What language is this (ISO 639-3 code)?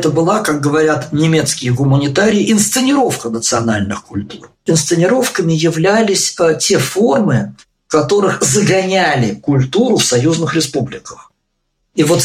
rus